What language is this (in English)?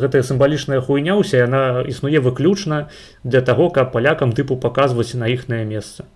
Belarusian